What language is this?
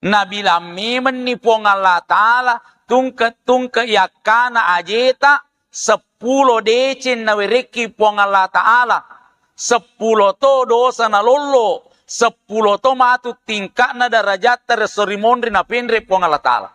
Buginese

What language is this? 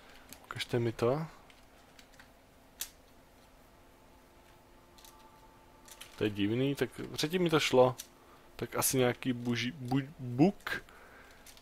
Czech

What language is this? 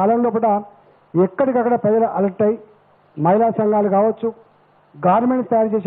Telugu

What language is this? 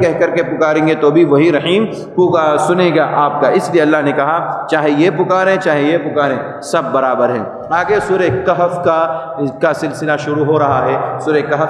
Urdu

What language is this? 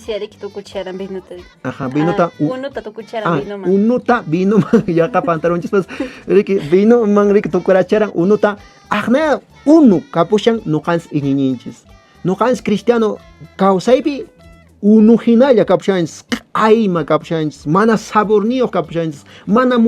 Quechua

